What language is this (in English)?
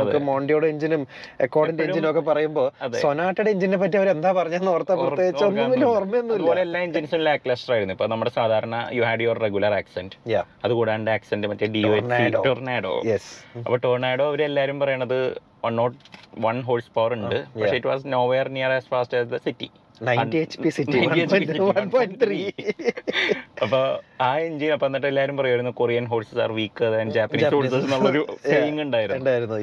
Malayalam